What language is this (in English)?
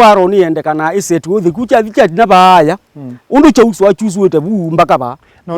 Kamba